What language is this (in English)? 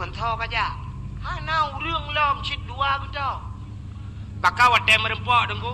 Achinese